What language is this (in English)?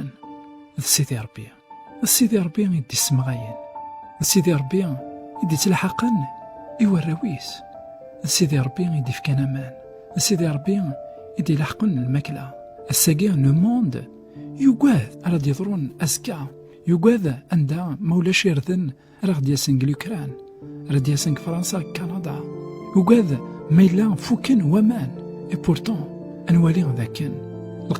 Kabyle